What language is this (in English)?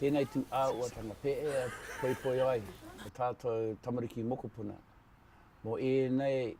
Māori